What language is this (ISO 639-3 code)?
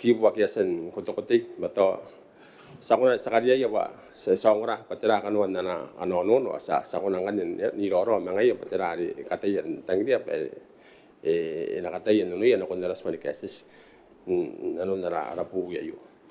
gil